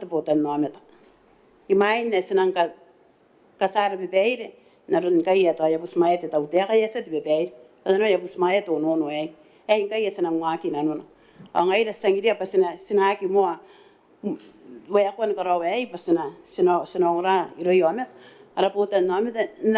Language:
Gilbertese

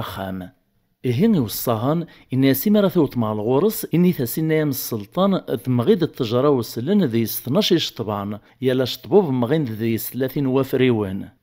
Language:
Kabyle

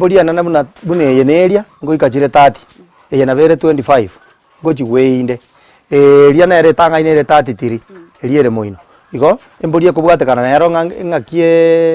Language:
Gusii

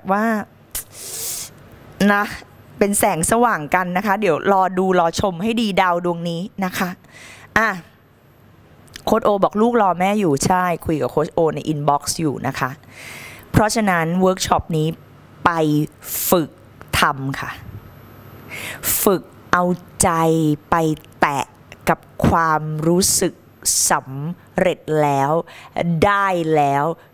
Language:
Thai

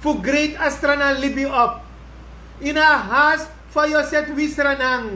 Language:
Sranan Tongo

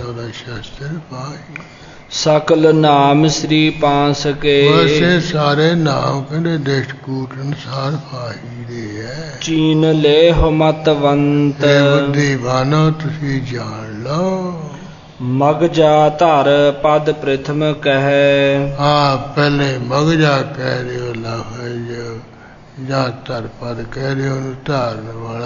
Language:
Punjabi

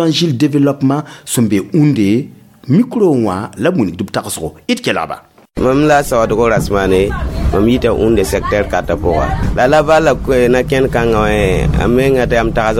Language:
Mossi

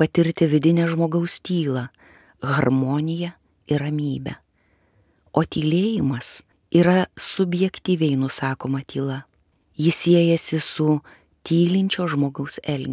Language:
Lithuanian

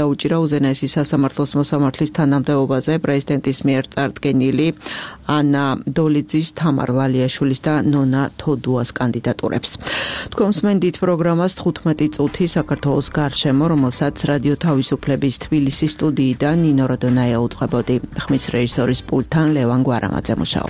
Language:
Georgian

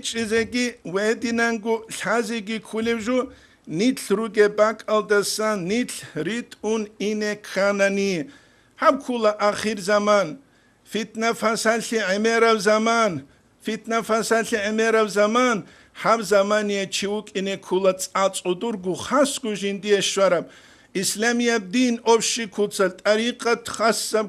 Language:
Avaric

